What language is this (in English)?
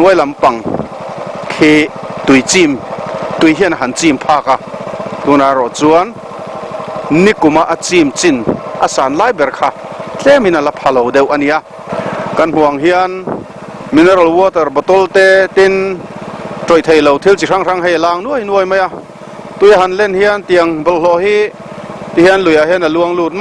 Mizo